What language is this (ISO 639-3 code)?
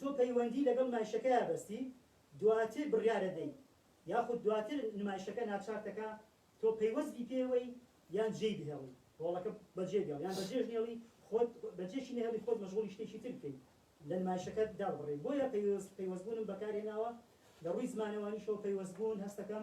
ckb